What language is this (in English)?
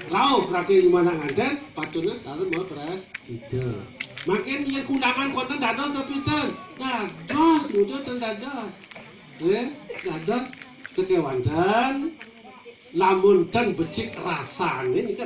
Balinese